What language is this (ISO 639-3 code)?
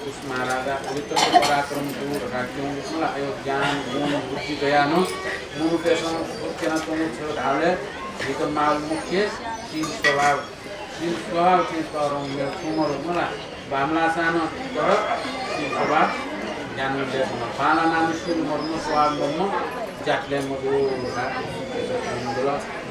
new